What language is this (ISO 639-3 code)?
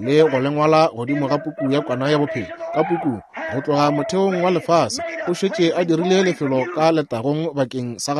nso